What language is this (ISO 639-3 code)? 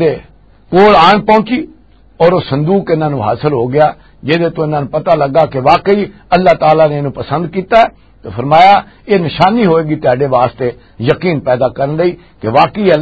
lah